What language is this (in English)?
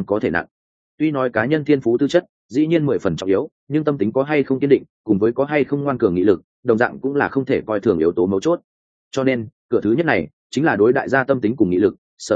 Vietnamese